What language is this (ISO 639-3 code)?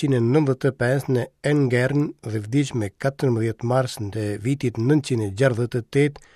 sqi